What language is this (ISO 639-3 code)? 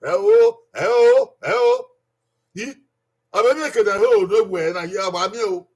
bin